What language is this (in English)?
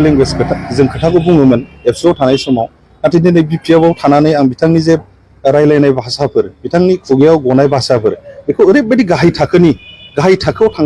Bodo